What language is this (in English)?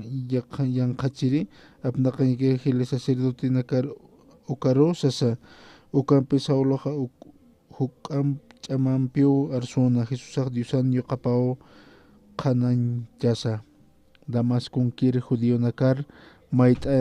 Aymara